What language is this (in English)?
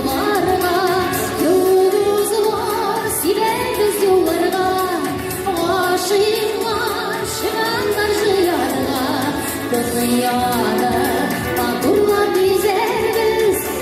Tatar